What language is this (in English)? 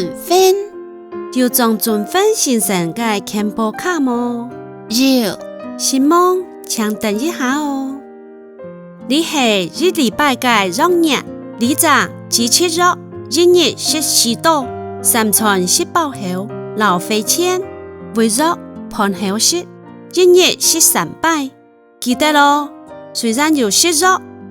Hakka Chinese